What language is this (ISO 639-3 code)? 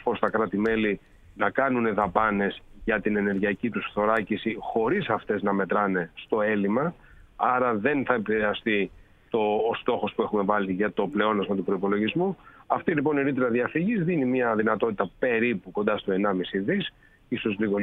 ell